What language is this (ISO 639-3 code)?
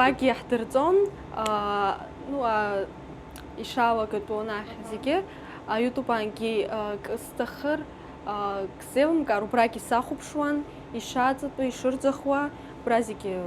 abk